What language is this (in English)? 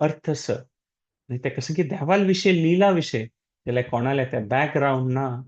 Konkani